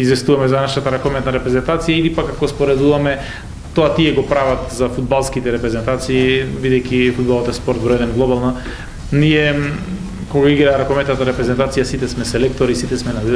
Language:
Macedonian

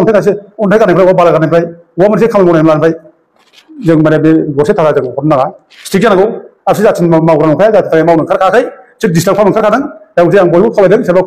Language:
Bodo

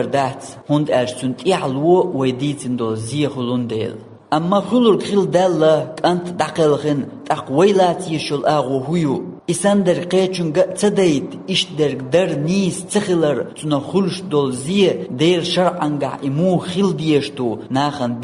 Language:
Chechen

